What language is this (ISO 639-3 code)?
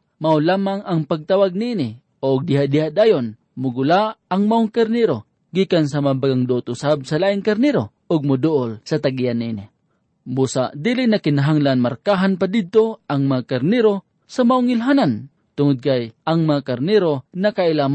ceb